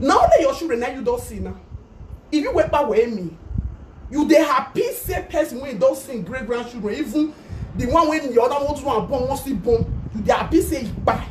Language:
Nigerian Pidgin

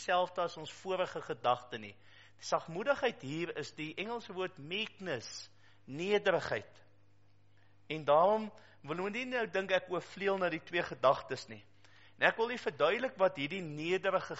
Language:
Afrikaans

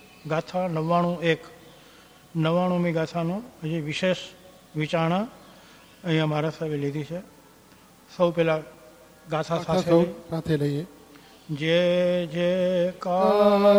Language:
Gujarati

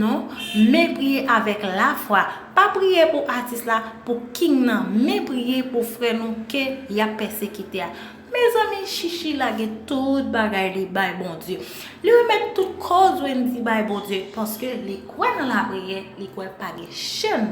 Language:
Haitian Creole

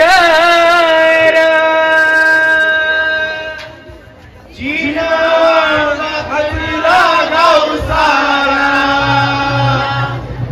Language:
Marathi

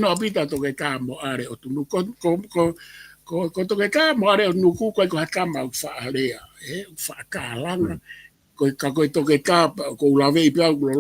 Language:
Tongan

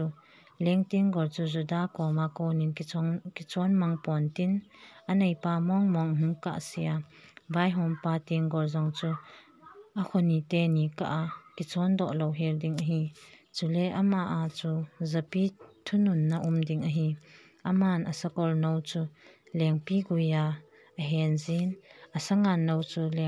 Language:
Thado Chin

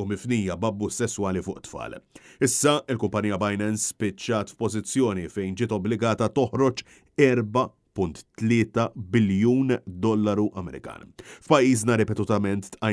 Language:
Maltese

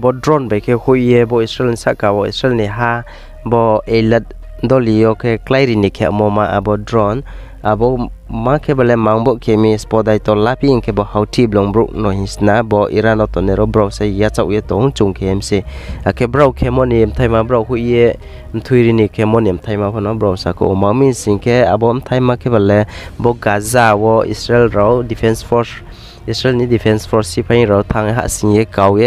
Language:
Riang (India)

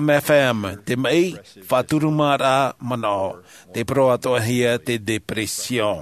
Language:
Tahitian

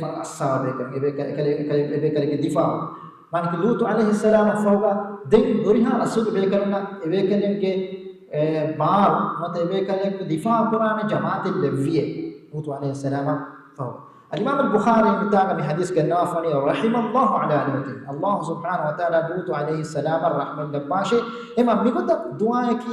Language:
Divehi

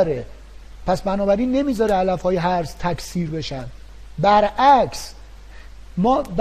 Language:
Persian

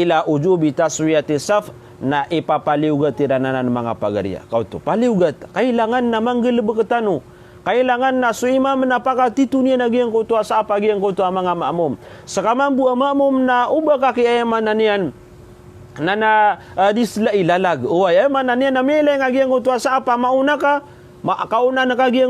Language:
Maranao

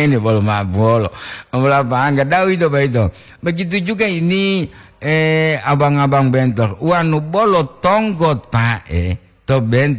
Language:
Gorontalo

